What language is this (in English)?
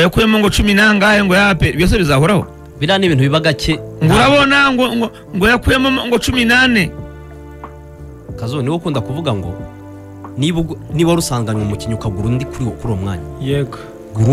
Kinyarwanda